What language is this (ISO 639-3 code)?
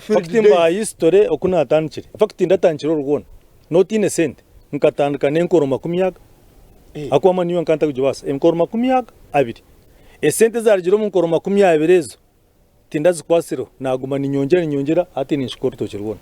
nyn